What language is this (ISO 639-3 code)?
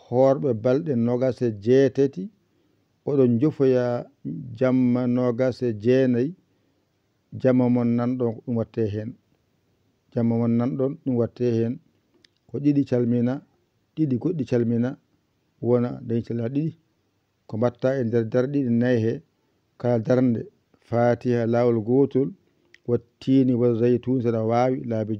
ful